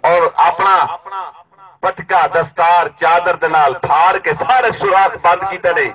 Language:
Saraiki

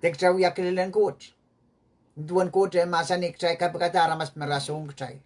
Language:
Pohnpeian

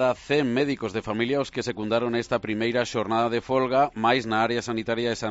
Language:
Galician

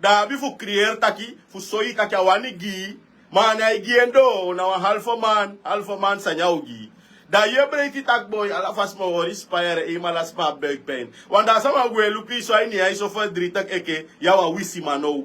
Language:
Sranan Tongo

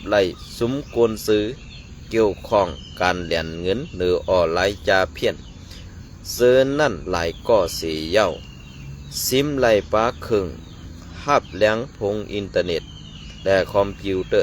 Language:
Shan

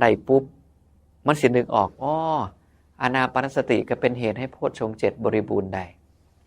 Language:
Northeastern Thai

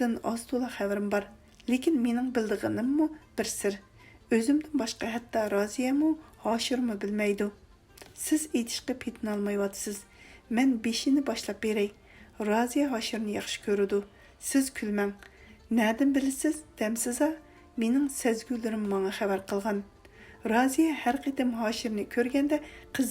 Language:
Uyghur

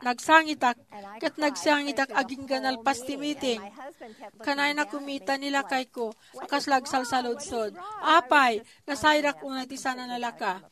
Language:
Iloko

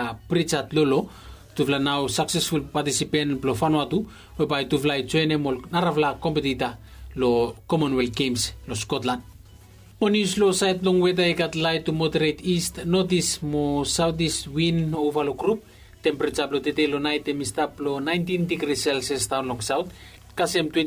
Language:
Bislama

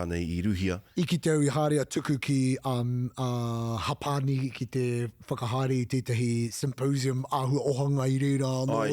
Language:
Māori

